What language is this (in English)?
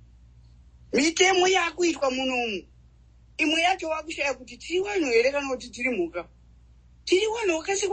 Shona